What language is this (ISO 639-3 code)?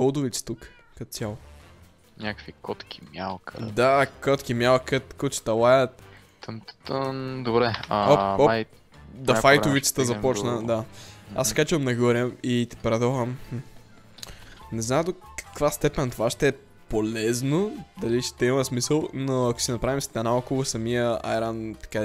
bul